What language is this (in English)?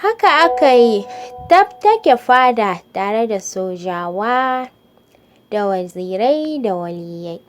Hausa